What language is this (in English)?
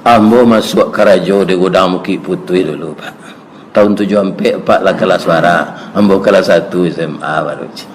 Minangkabau